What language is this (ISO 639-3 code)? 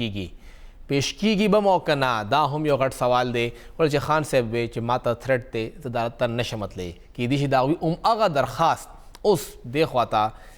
pus